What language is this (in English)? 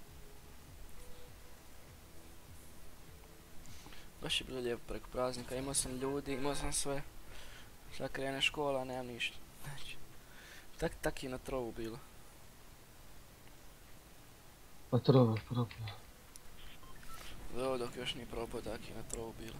Croatian